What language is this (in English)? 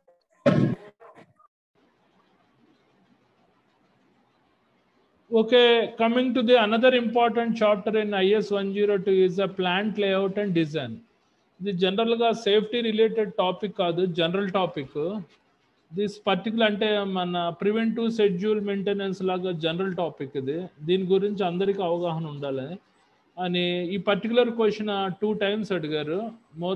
Telugu